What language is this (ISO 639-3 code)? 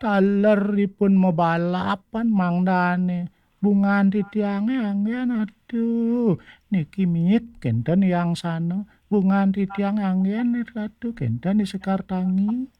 ban